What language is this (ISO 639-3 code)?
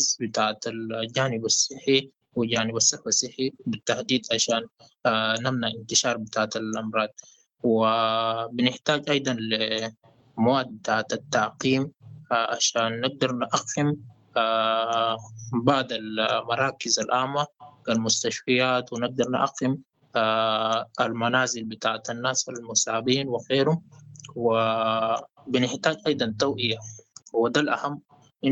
apd